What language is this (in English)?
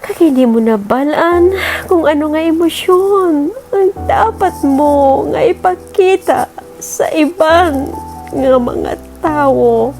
Hiligaynon